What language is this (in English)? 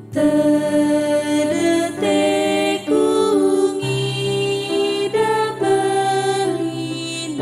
Batak Karo